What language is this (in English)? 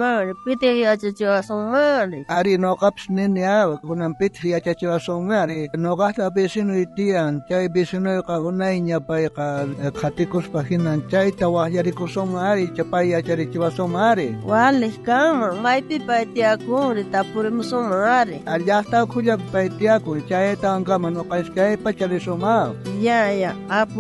South Bolivian Quechua